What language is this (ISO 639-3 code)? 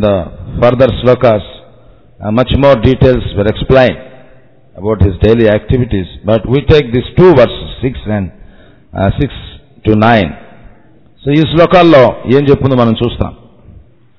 tel